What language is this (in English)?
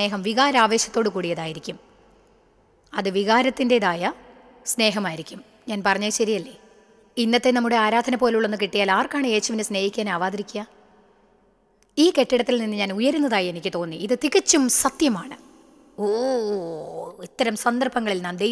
Malayalam